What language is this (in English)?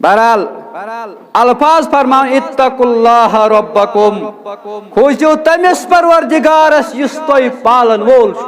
Kashmiri